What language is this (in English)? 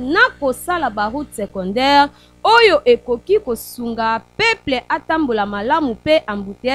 Lingala